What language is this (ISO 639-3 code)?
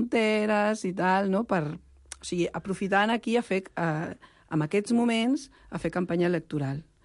cat